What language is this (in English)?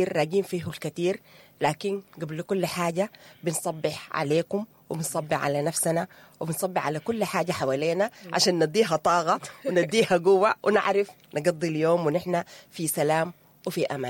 Sudanese Arabic